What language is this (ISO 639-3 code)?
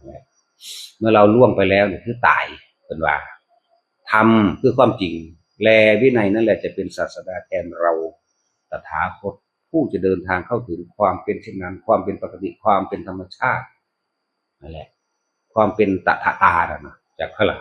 tts